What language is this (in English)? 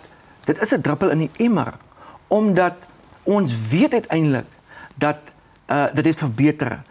Afrikaans